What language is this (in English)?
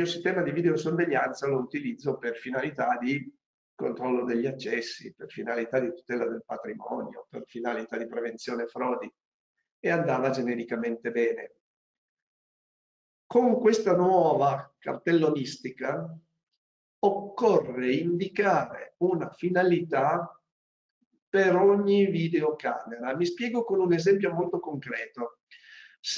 Italian